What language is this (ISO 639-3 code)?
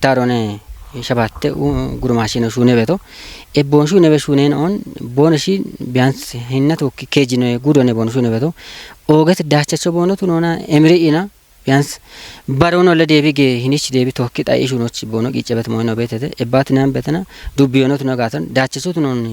kbr